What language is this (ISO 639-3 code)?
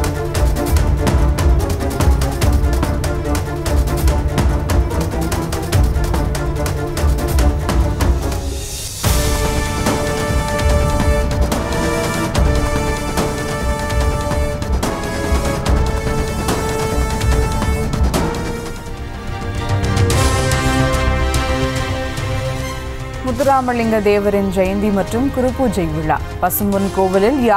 tam